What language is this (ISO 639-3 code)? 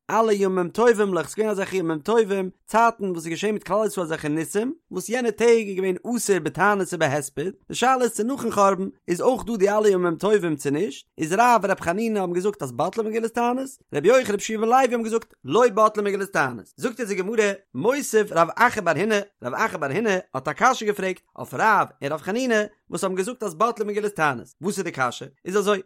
yid